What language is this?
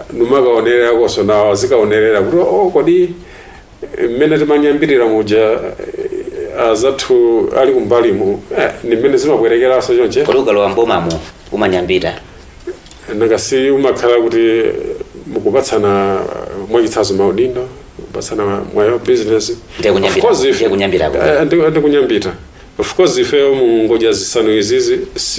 Nyanja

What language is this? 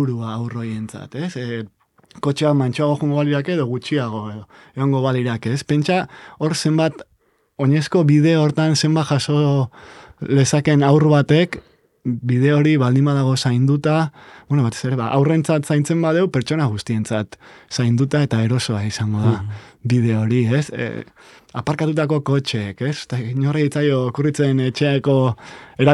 Basque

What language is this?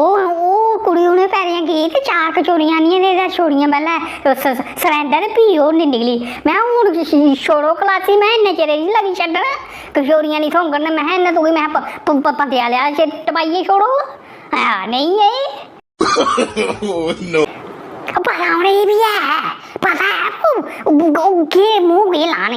Dogri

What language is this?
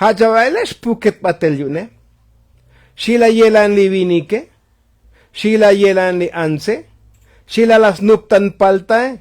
Tzotzil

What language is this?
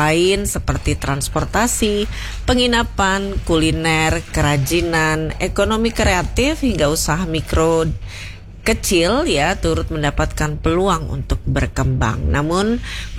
Indonesian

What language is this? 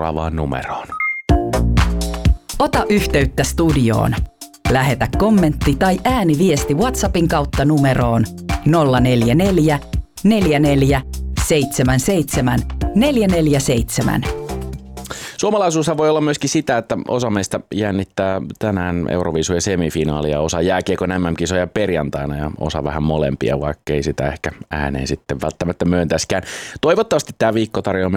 Finnish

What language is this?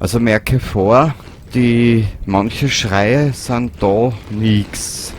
Bavarian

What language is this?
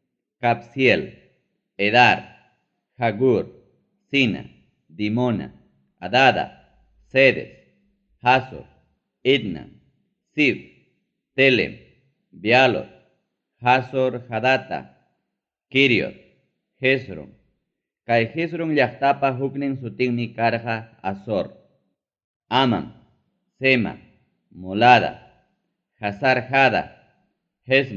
Ayacucho Quechua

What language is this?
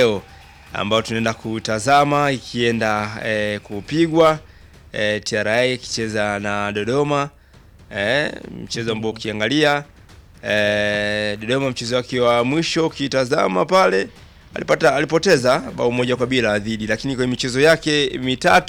Swahili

